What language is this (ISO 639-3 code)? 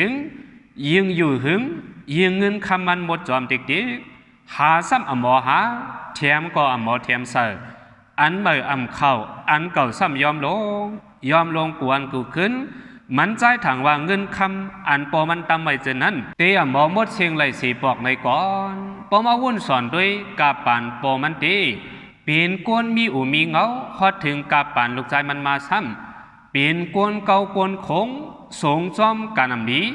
shn